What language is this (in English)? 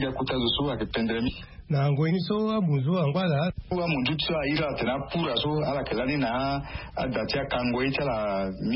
Sango